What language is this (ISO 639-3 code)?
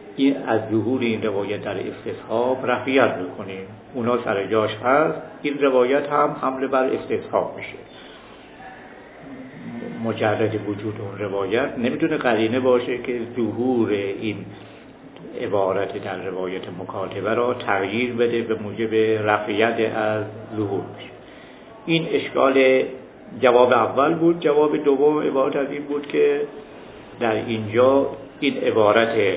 fas